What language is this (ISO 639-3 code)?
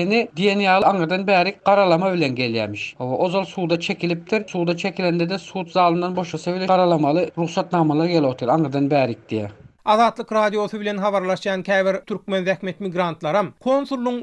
tuk